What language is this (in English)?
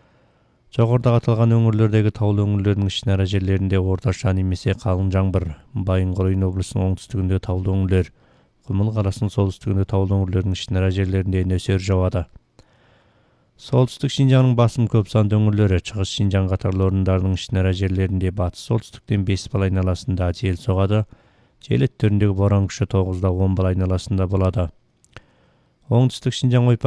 Kazakh